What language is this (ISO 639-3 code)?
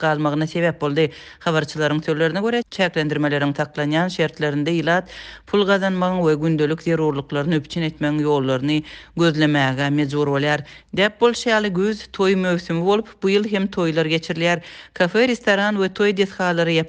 tuk